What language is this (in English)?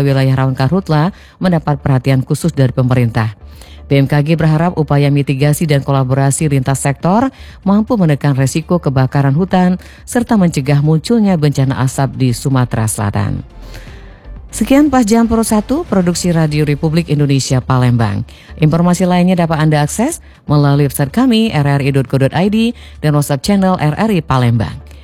Indonesian